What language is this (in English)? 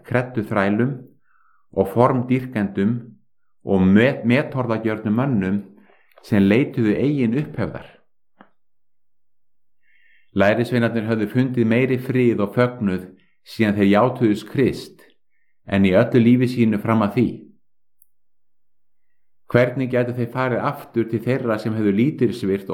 Icelandic